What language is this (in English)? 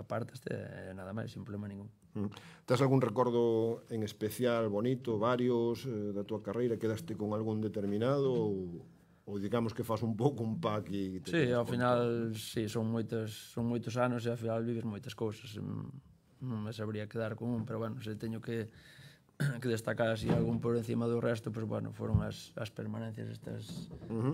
Galician